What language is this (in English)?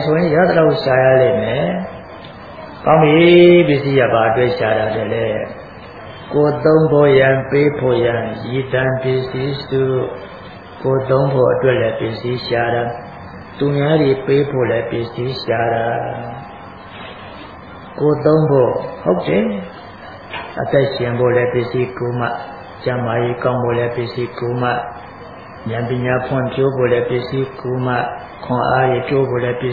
Burmese